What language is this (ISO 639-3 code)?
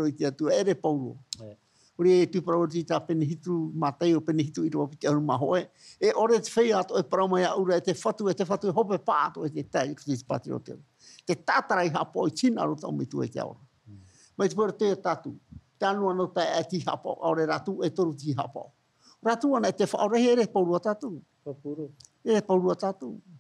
tah